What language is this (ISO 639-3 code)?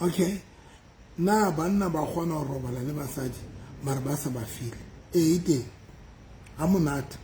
sot